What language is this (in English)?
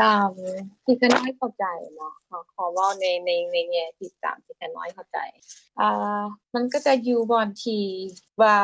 Lao